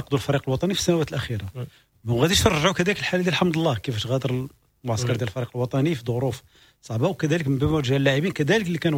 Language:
Moroccan Arabic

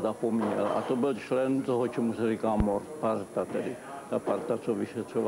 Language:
Czech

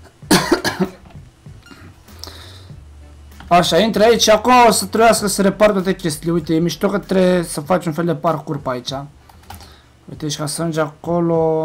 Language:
Romanian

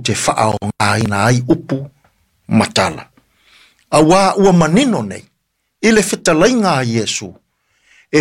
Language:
Samoan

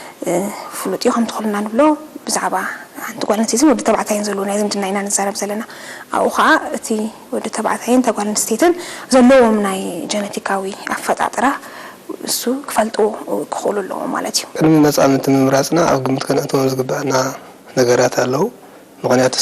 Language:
Tigrinya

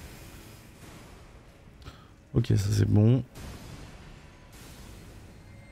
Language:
French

